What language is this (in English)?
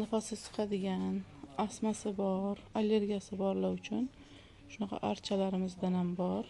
Uzbek